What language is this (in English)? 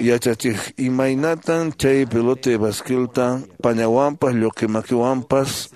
Quechua